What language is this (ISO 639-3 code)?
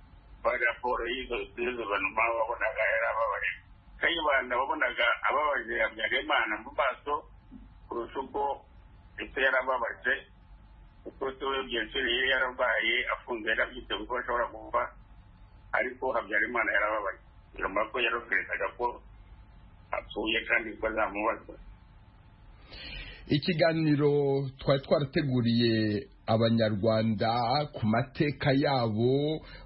kin